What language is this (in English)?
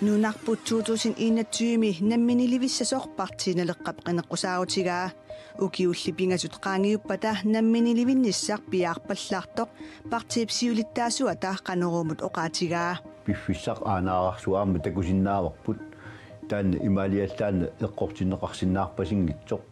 Kalaallisut